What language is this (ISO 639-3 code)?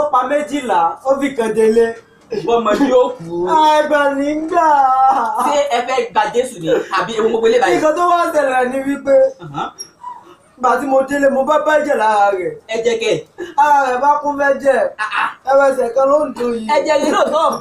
yor